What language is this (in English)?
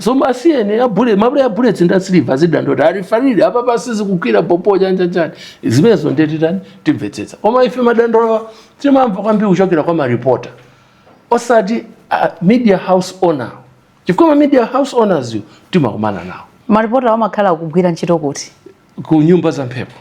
Nyanja